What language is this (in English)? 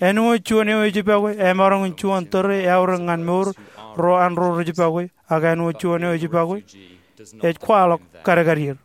Marshallese